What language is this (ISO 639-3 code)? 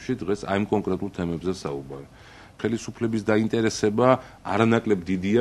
kat